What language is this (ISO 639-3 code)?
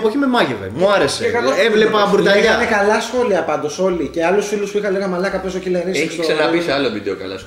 ell